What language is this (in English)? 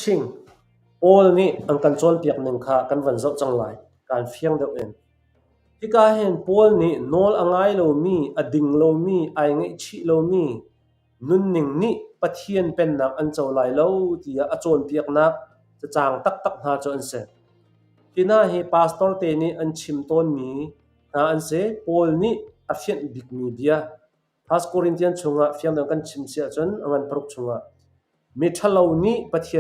Hakha Chin